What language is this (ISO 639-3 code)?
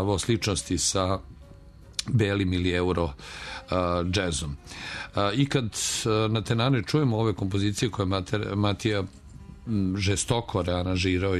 srp